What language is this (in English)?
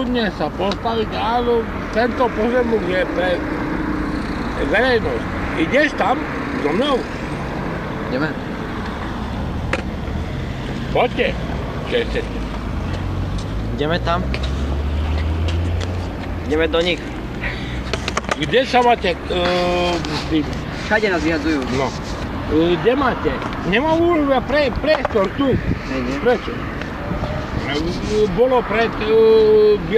Slovak